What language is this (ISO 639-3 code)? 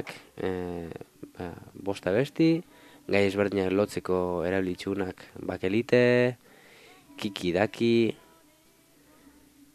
eus